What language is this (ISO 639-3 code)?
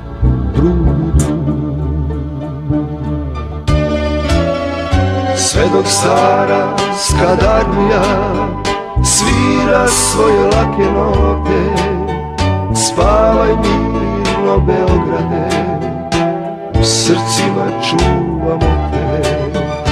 srp